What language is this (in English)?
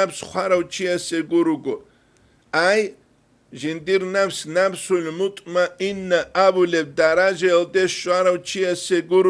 Avaric